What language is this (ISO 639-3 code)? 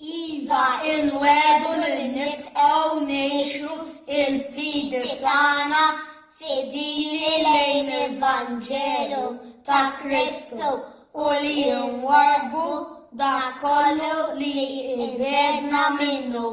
mlt